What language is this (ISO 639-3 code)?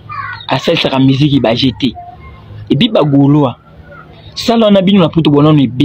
lin